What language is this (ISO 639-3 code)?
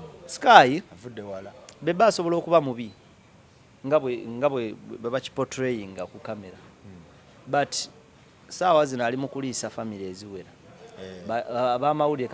lug